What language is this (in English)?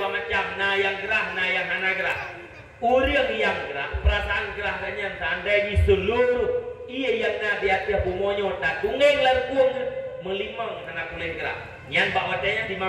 Achinese